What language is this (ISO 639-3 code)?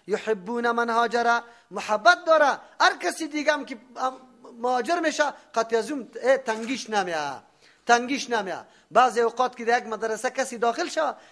fas